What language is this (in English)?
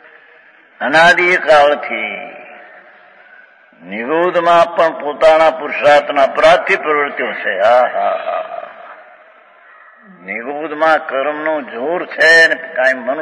Gujarati